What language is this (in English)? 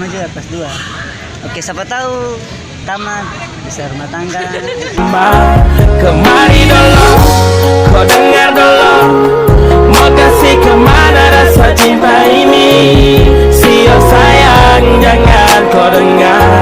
Ambonese Malay